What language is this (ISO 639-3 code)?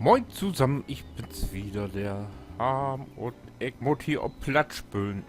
nds